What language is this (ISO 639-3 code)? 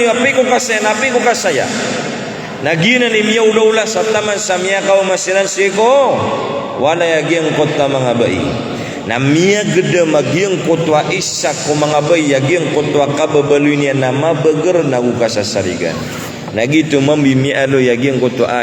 mrw